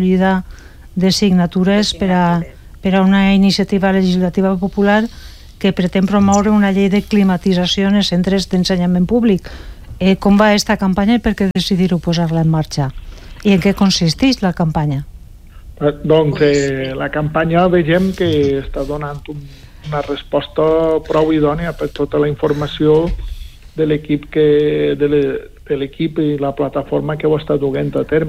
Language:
Catalan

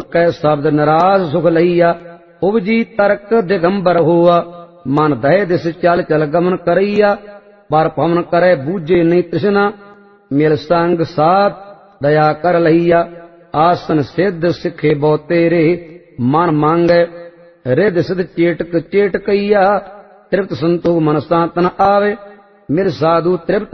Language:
Punjabi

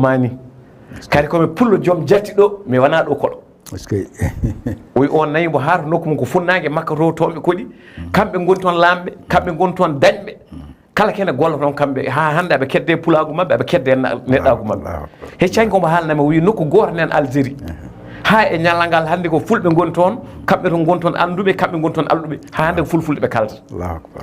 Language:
Fula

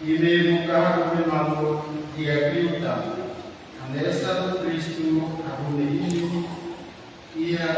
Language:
Tetum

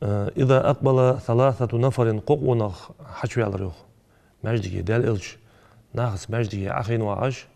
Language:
Ingush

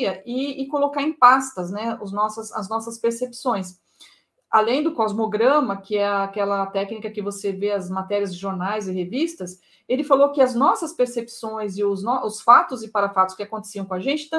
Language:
Portuguese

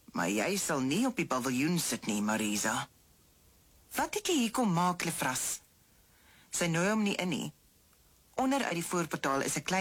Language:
Afrikaans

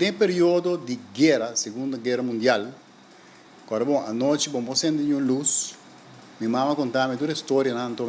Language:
Papiamento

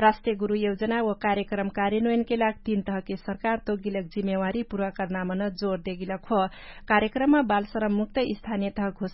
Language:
Dangaura Tharu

